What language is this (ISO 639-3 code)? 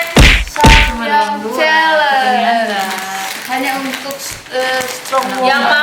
xmm